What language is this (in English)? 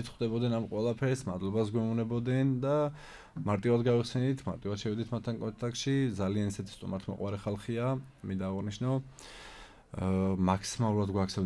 Georgian